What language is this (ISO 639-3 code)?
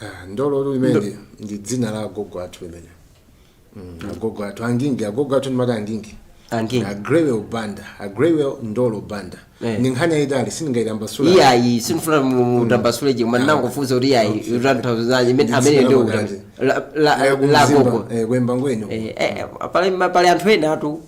nya